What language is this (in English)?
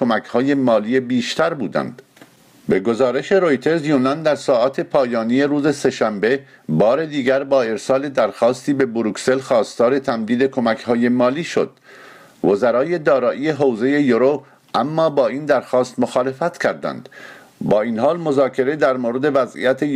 Persian